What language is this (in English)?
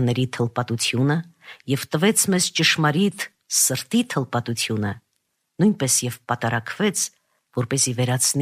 Armenian